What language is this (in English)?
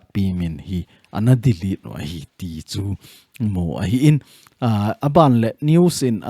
Thado Chin